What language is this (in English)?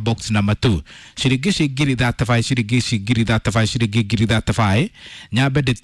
Kikuyu